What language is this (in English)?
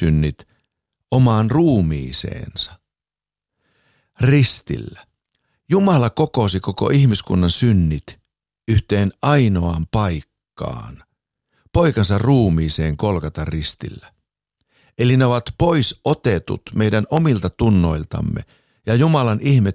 Finnish